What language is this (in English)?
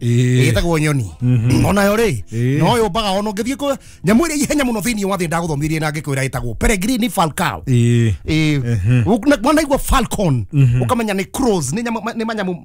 Kikuyu